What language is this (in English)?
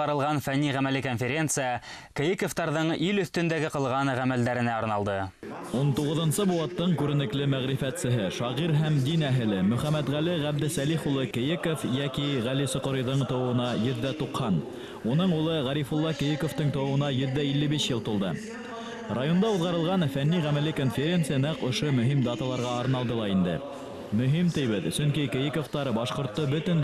Bashkir